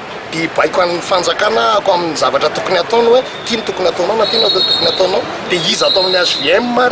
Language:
Malagasy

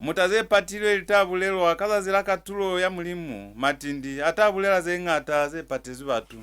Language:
Lozi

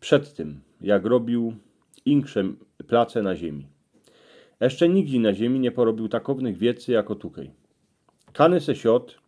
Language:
Silesian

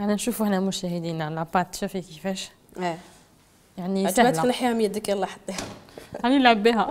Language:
Algerian Arabic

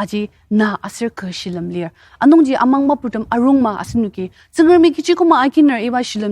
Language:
Ao Naga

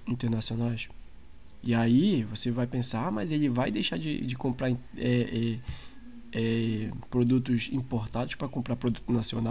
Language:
Portuguese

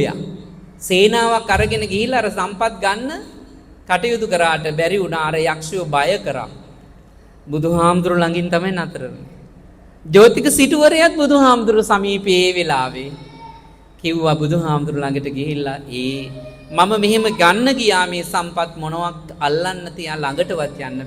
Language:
Sinhala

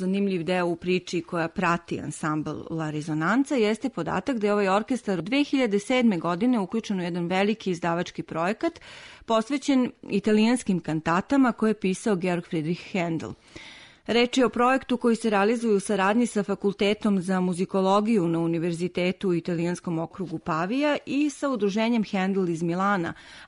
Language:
Serbian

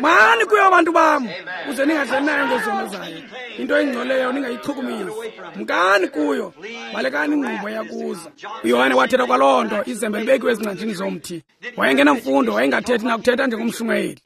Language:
Xhosa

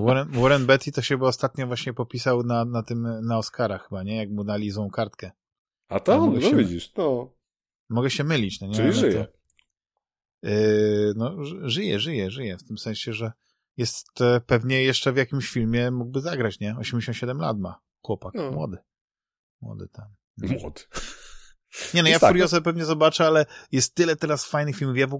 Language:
Polish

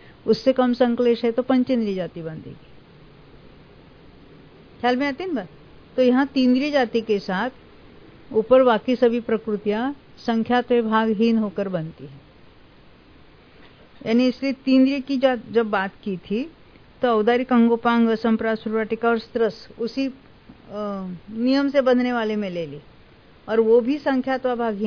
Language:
Hindi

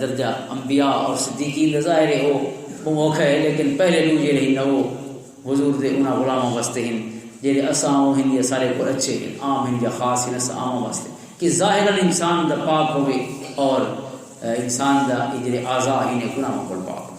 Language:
Western Panjabi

